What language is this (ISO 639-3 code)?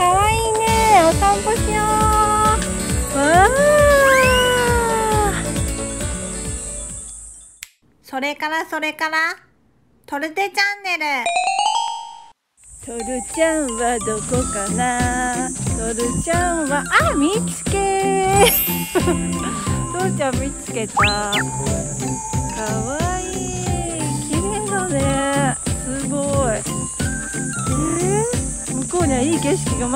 jpn